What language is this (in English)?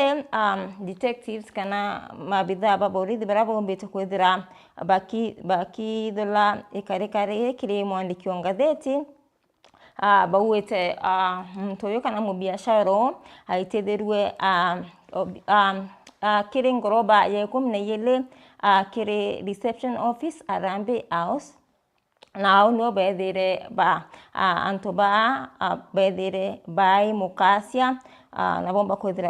Meru